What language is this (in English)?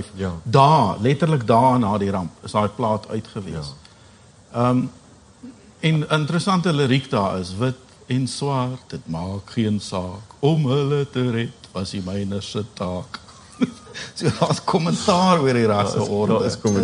Afrikaans